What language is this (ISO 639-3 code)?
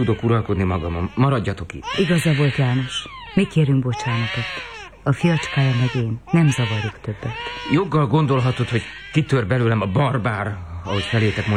hun